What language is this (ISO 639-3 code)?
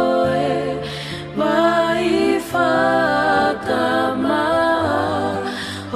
ton